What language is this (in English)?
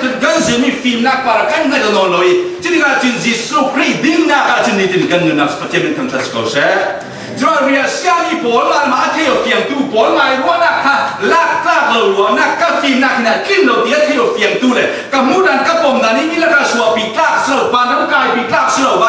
Falam Chin